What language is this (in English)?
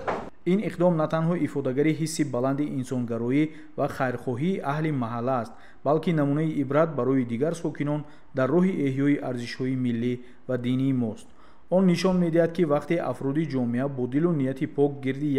Tajik